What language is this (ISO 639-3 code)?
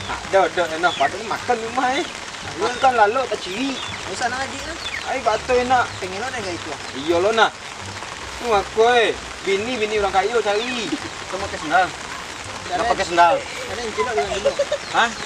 min